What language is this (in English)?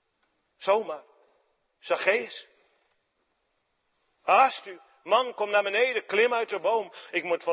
Dutch